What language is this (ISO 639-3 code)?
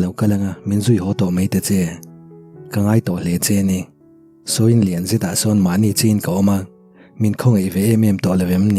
lus